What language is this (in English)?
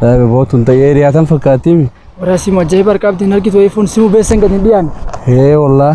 Oromo